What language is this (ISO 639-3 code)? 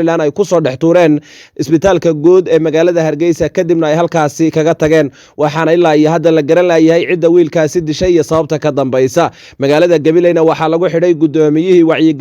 som